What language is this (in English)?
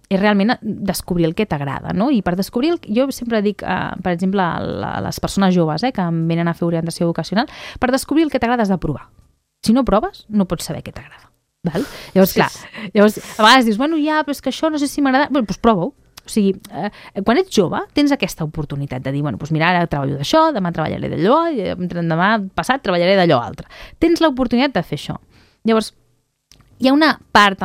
Catalan